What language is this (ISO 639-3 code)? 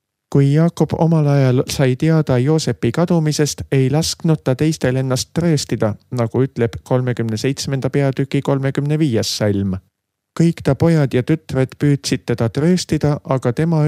est